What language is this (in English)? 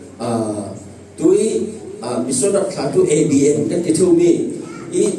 Falam Chin